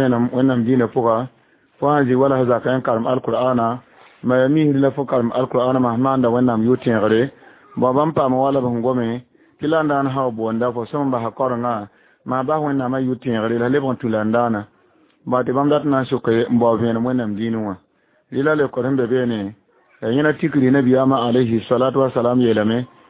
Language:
Mossi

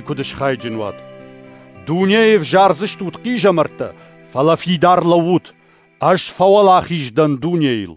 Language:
Ossetic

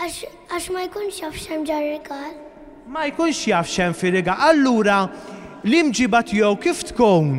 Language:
Maltese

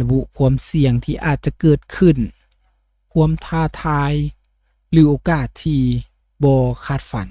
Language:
Lao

